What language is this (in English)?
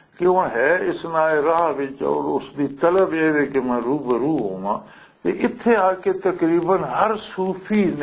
Western Panjabi